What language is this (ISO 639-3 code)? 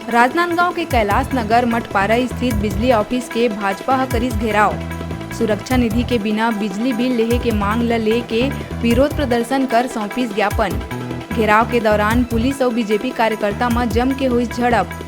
hne